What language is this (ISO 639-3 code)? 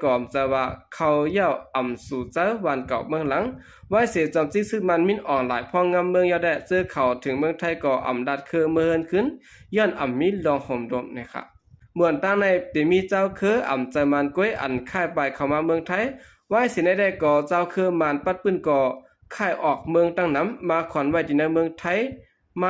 shn